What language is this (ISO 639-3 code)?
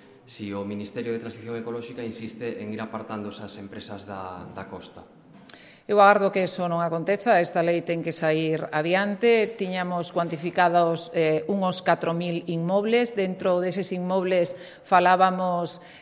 glg